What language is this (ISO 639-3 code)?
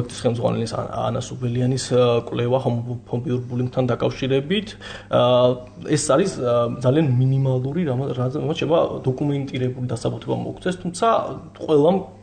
kat